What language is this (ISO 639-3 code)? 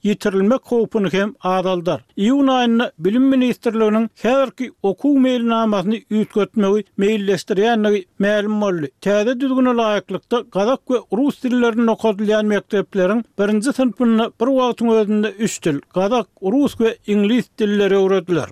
tuk